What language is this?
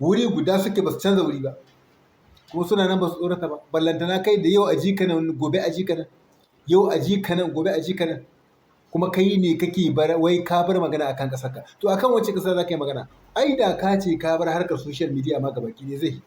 Hausa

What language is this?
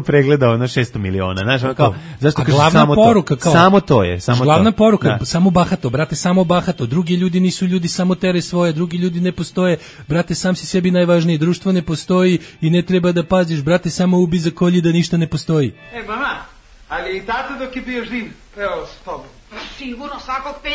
Serbian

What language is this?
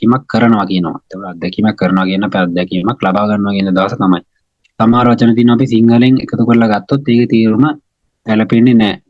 Sinhala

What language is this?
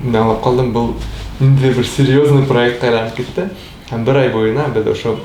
Bashkir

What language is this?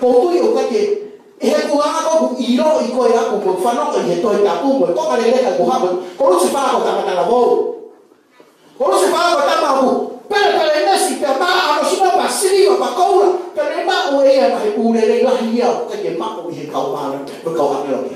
Tongan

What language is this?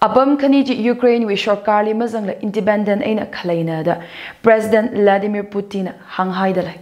Tangkhul Naga (India)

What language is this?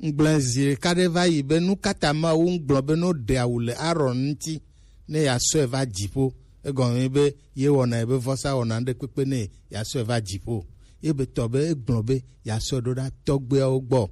Gen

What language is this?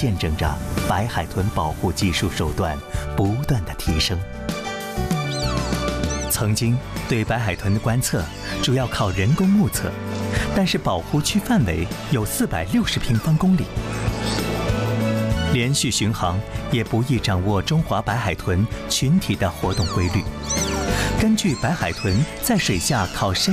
Chinese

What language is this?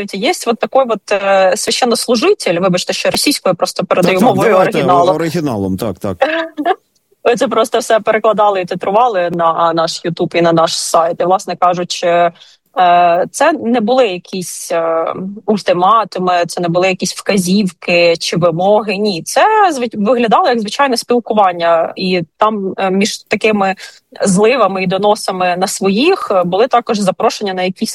Ukrainian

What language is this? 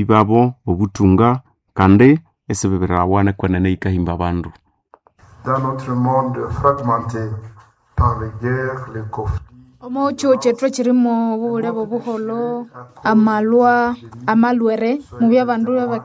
Nande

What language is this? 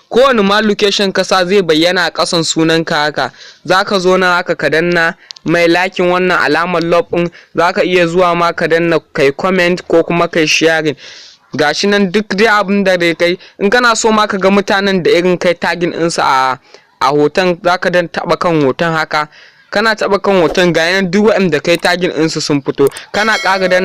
Hausa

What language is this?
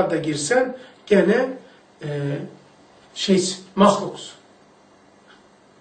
Turkish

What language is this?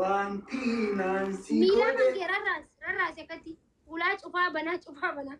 Oromo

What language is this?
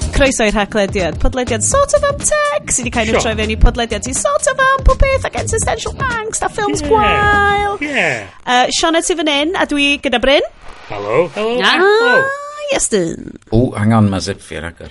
Welsh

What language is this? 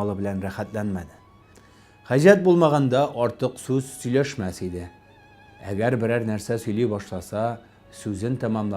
Tatar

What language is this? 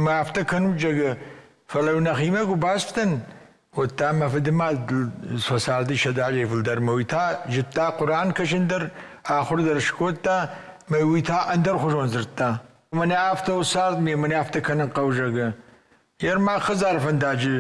Ossetic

